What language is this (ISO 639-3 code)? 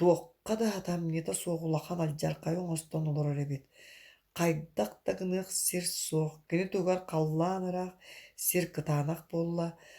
sah